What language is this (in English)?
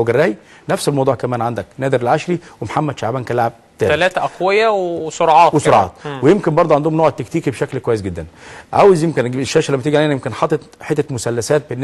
Egyptian Arabic